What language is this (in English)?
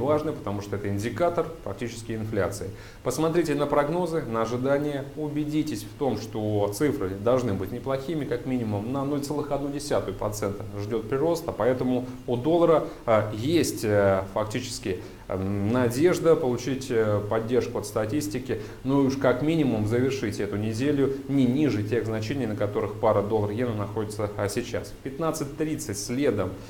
Russian